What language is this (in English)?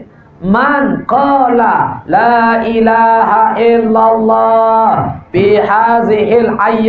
Sasak